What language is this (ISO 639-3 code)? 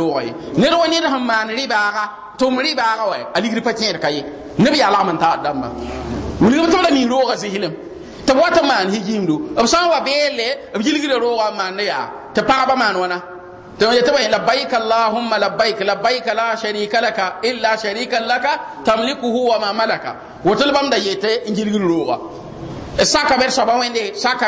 mos